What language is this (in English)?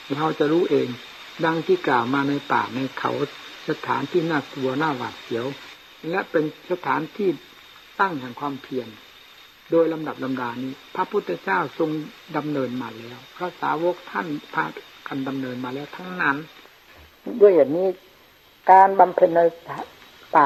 Thai